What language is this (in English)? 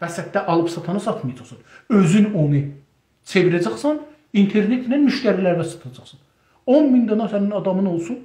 South Azerbaijani